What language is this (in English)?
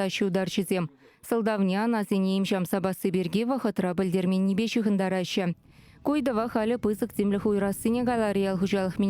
Chuvash